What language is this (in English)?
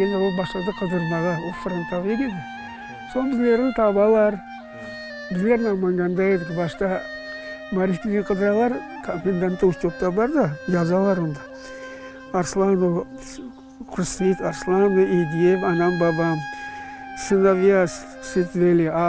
Crimean Tatar